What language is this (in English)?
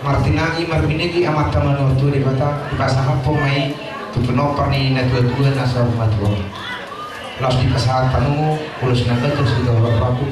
Batak Toba